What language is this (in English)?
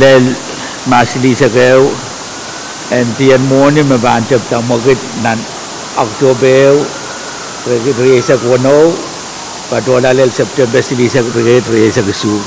Pohnpeian